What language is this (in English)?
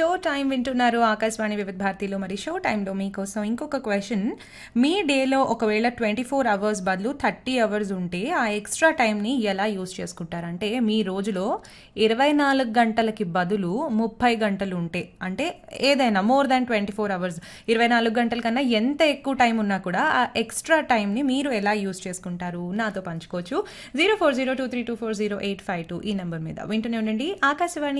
Telugu